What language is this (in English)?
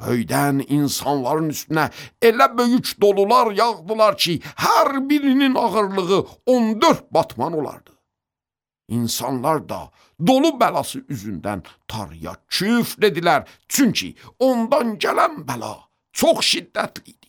Azerbaijani